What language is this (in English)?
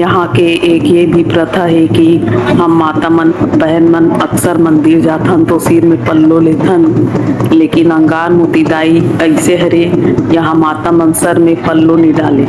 Chhattisgarhi